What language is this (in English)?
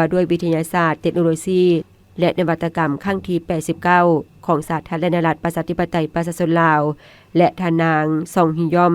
Lao